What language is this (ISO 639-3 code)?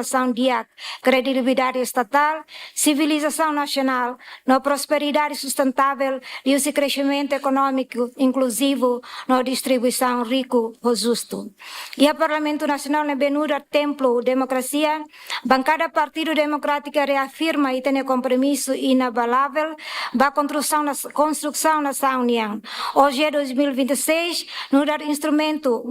tet